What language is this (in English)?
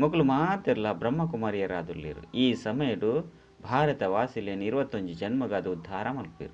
Tulu